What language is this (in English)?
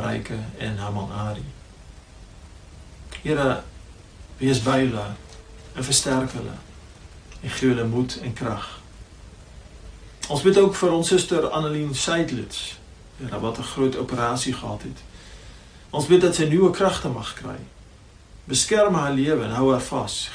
Afrikaans